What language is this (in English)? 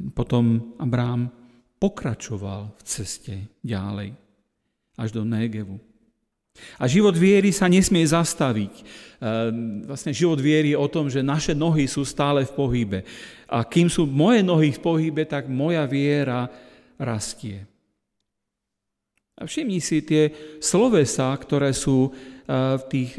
Slovak